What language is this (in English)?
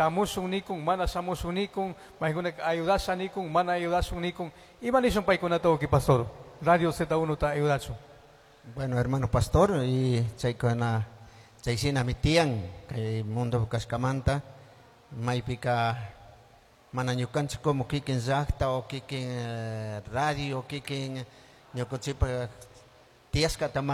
Chimborazo Highland Quichua